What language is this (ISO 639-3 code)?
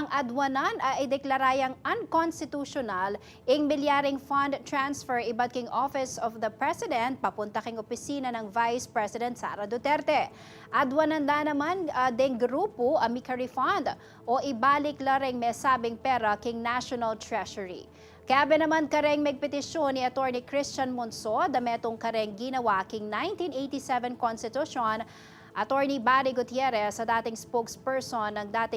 pam